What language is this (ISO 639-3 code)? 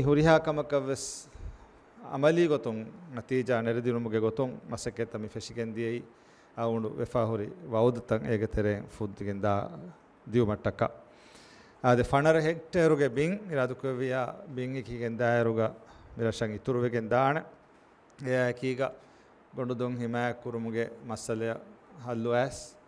div